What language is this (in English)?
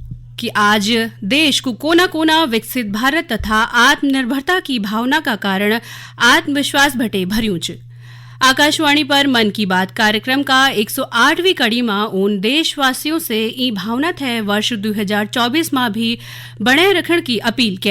Garhwali